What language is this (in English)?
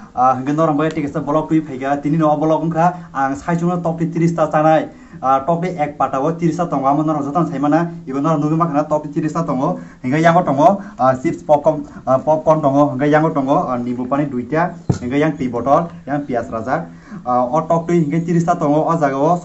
Kok Borok